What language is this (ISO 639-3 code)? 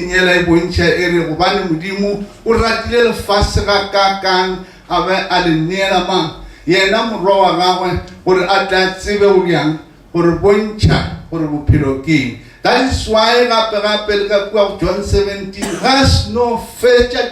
nso